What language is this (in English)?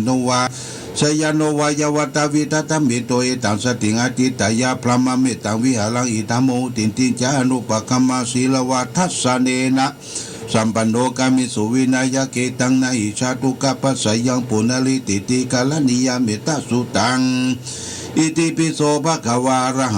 Pali